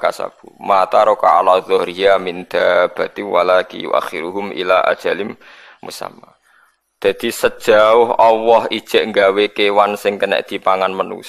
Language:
Javanese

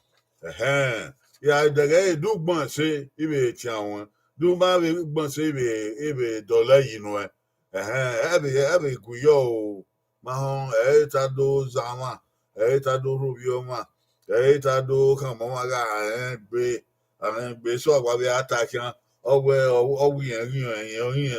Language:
Bini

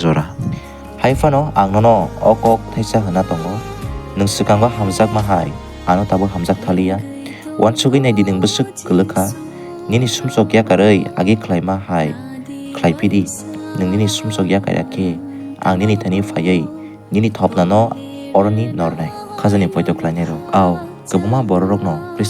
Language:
Kok Borok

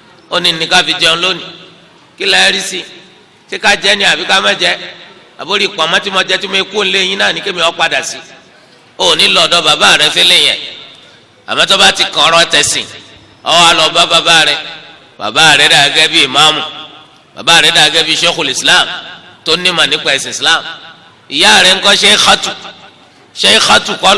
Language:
Yoruba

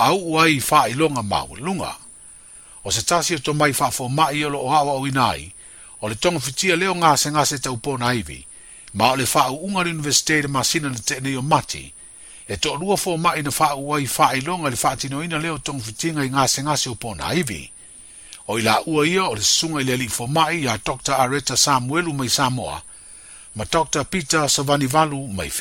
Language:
Samoan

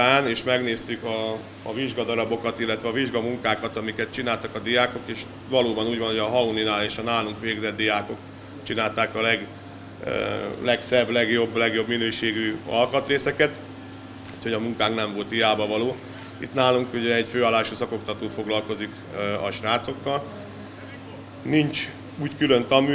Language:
Hungarian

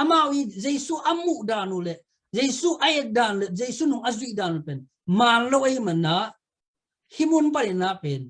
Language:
Tedim Chin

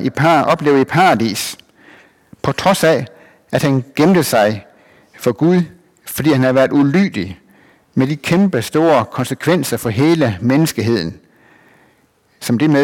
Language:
Danish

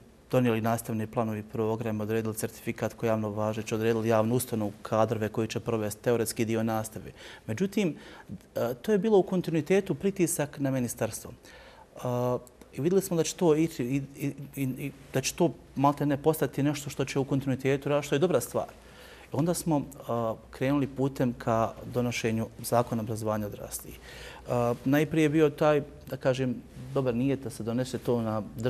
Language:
Bosnian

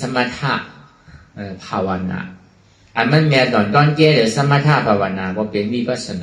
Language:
Shan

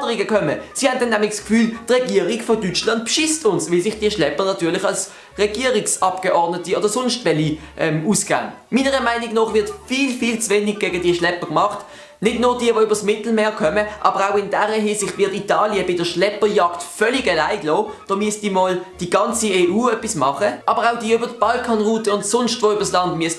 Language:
Swiss German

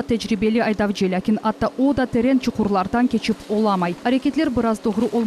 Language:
Crimean Tatar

